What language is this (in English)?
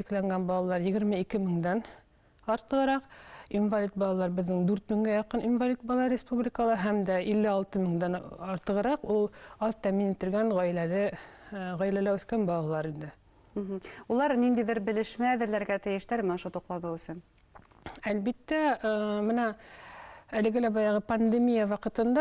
Bashkir